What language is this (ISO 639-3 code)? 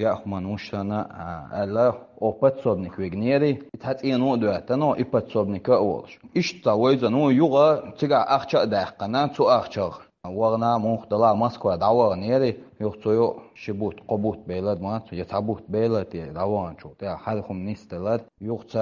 che